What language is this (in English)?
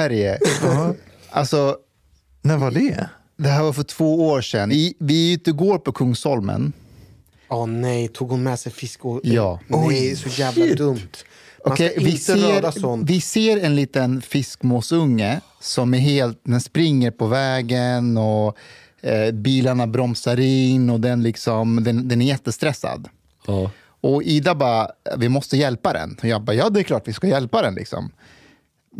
Swedish